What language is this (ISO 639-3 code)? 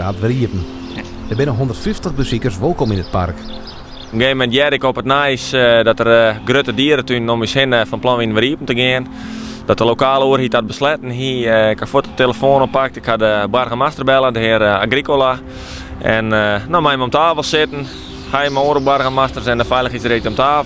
fry